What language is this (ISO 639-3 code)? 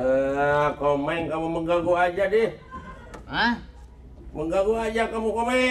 bew